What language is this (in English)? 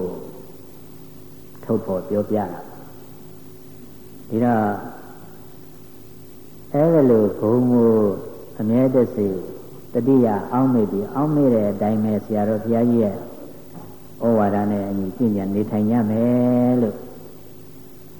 Burmese